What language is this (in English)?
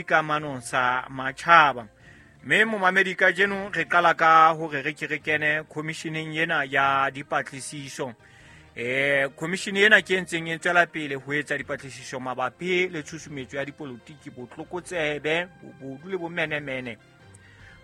Southern Sotho